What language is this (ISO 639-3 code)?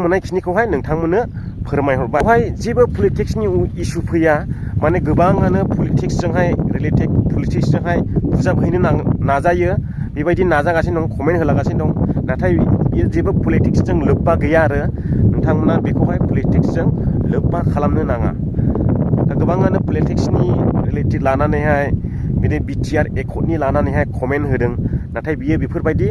brx